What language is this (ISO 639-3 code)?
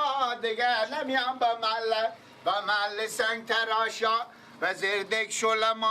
fas